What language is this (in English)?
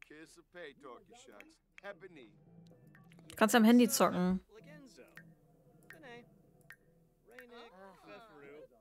German